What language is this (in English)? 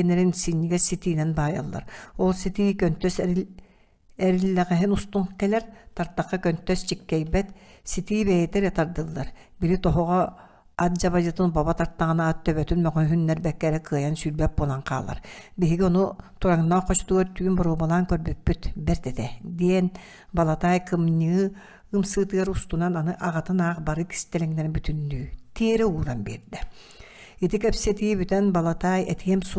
Yakut